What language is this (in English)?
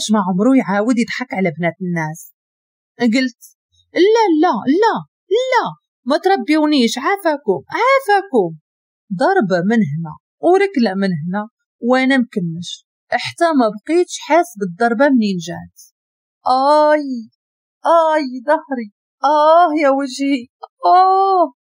Moroccan Arabic